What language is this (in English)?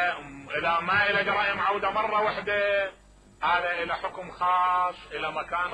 Mesopotamian Arabic